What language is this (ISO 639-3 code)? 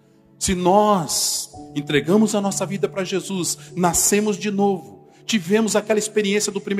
por